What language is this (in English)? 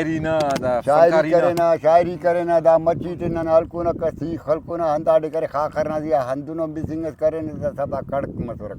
Brahui